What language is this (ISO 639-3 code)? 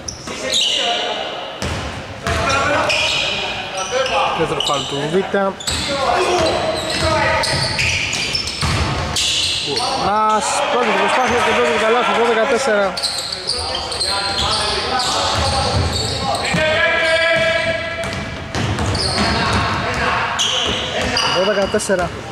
ell